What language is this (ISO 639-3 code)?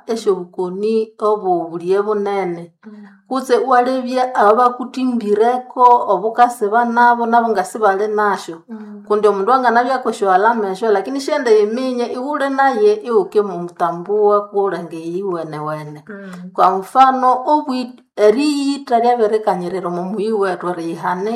nnb